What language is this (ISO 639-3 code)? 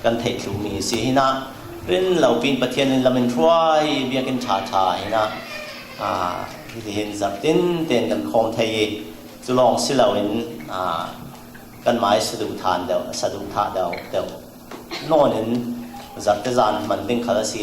cfm